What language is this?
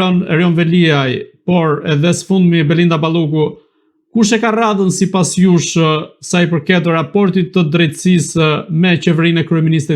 Albanian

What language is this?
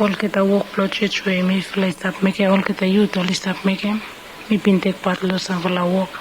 Bislama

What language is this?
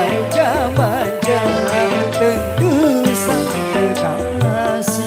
Betawi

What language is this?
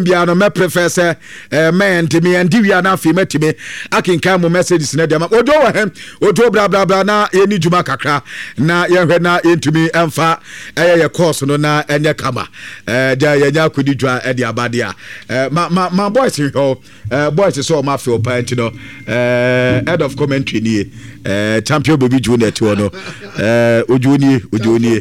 Akan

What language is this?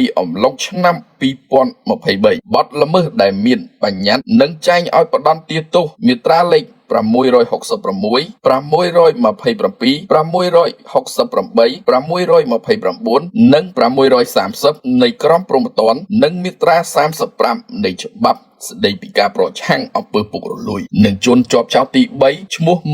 Khmer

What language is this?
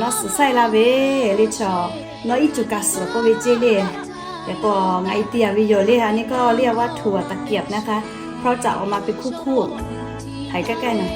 Lahu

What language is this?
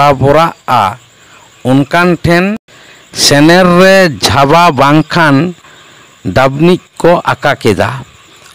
Santali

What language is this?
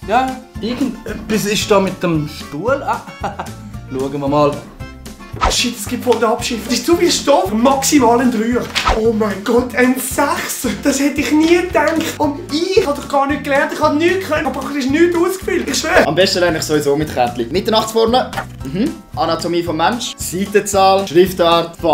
Swiss German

